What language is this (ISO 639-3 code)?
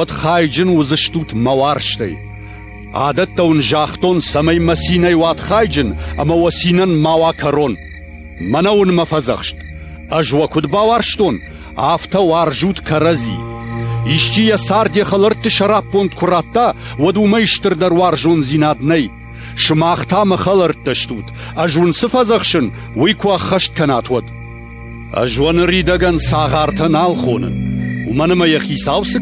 oss